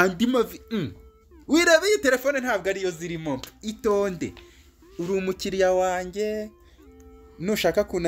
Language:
Kinyarwanda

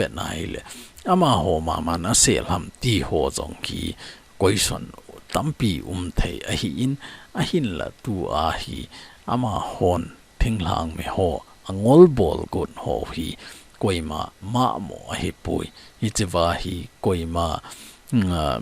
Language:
Thado Chin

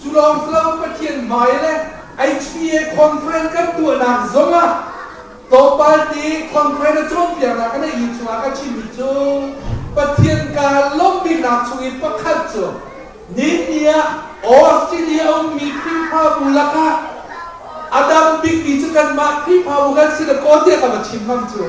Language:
Hakha Chin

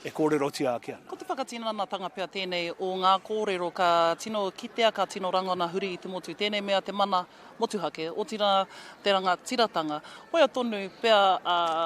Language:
Māori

